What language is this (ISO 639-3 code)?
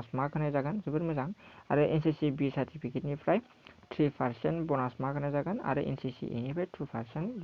brx